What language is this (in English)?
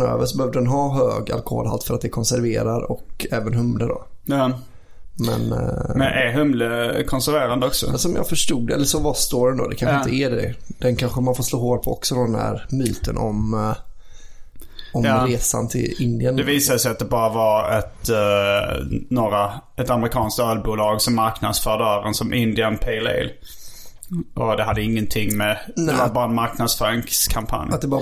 Swedish